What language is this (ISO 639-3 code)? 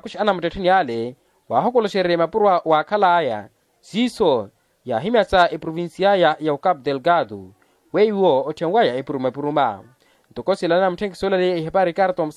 vmw